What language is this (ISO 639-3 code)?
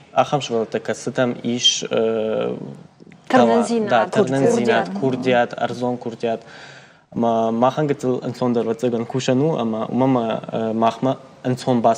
oss